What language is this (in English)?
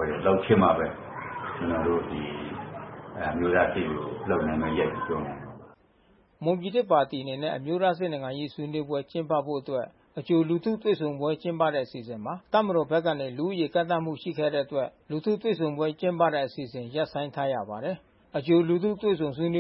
Burmese